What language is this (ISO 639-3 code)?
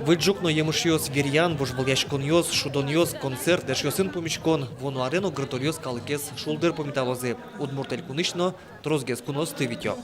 udm